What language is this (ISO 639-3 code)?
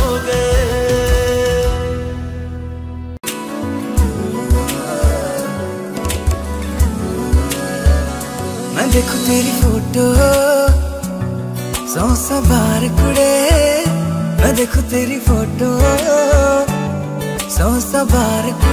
hin